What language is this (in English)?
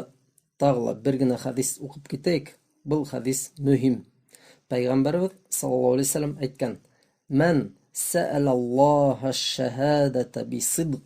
Bashkir